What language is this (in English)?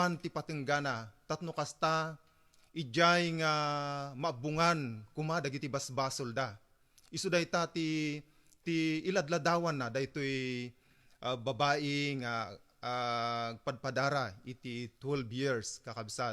Iloko